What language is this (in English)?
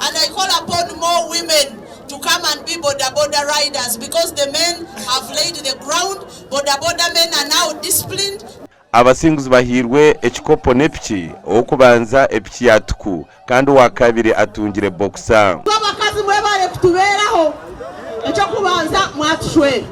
Nyankole